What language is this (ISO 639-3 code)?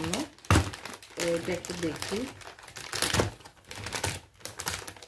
ben